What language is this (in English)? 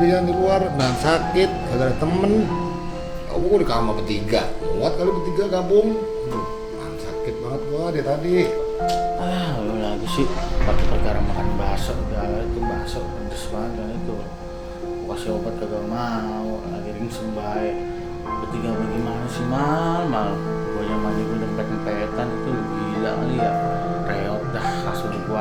Betawi